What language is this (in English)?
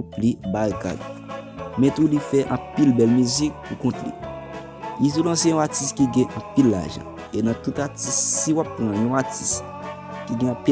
Haitian Creole